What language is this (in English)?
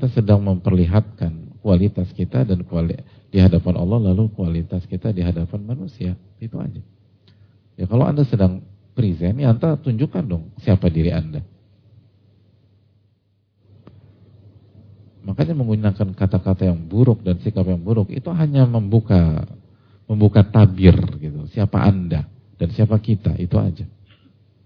Indonesian